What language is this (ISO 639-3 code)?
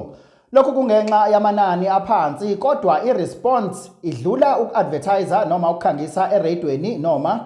zul